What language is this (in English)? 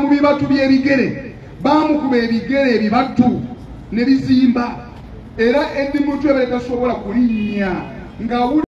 Ganda